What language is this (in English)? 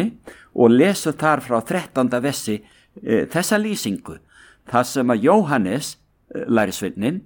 Icelandic